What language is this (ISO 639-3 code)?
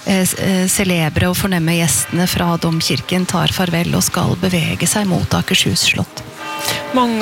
nor